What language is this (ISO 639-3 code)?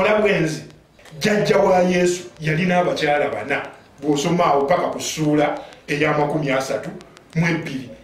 lug